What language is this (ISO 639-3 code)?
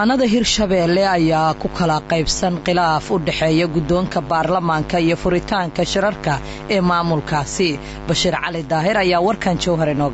som